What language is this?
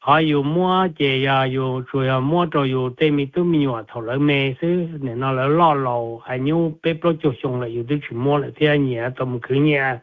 Hmong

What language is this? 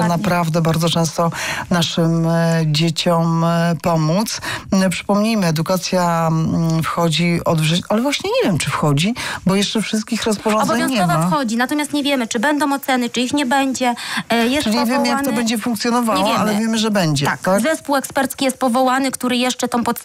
Polish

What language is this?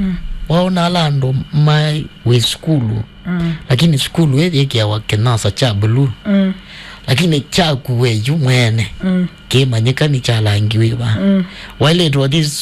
Kamba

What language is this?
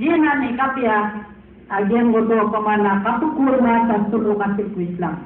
Maranao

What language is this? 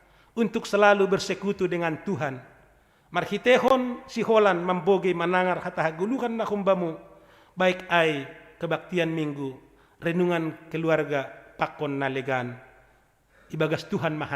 Batak Simalungun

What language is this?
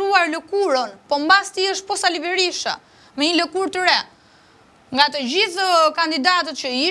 Albanian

